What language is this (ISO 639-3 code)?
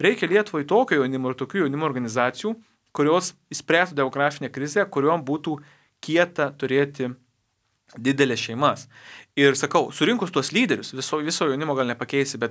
lit